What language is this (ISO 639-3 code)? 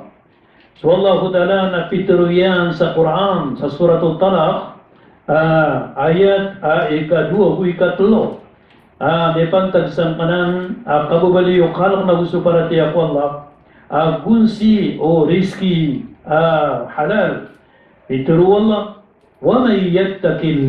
mrw